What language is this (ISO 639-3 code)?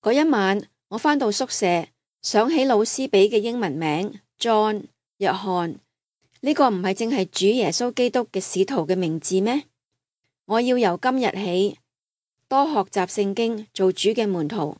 yue